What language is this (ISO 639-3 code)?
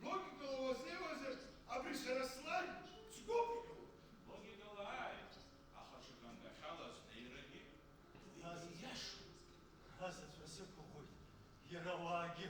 abk